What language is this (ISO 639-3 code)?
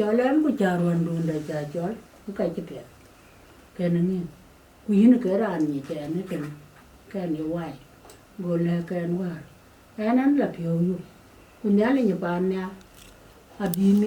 din